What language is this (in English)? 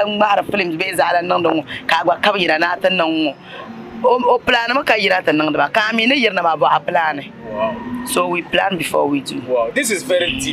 Dagbani